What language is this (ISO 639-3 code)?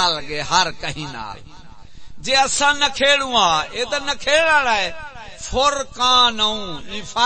skr